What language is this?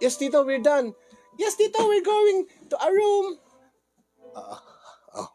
Iloko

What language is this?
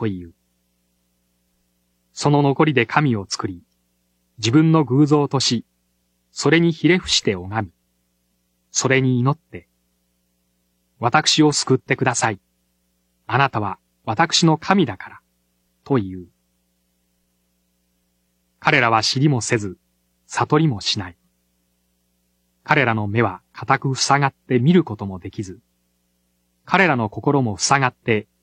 Japanese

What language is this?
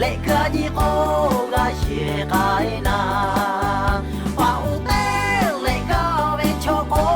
Lahu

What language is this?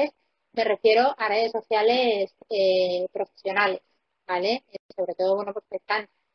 Spanish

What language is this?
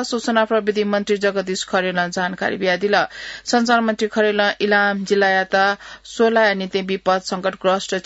Newari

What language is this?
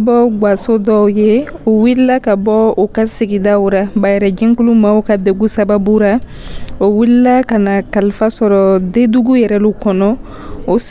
Dyula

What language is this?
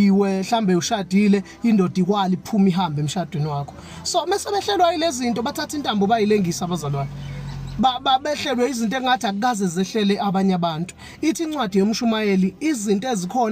Zulu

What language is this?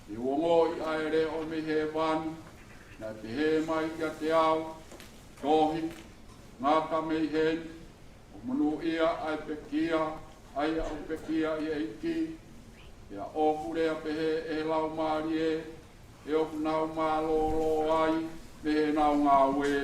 Tongan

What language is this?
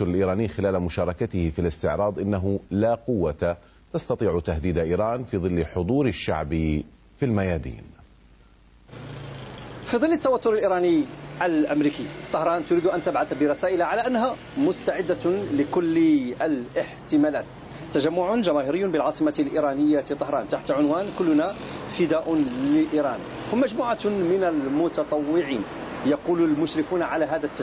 Arabic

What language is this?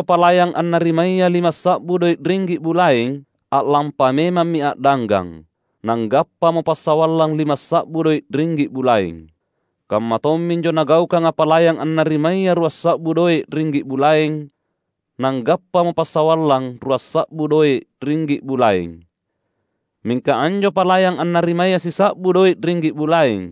Makasar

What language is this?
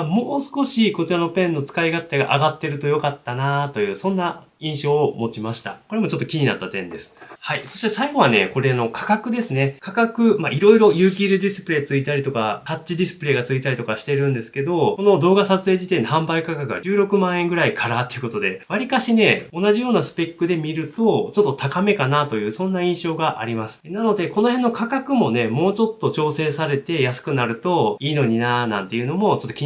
Japanese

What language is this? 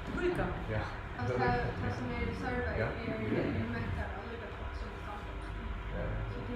Faroese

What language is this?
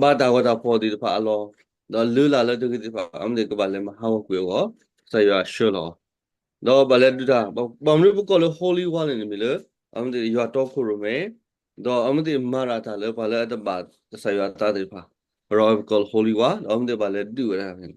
S'gaw Karen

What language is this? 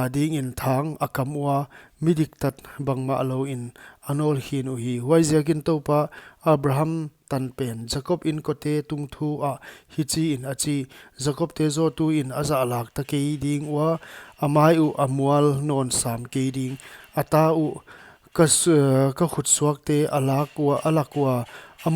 Paite Chin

